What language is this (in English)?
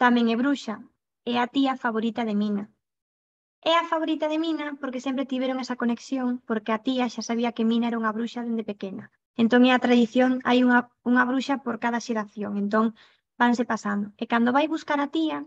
Galician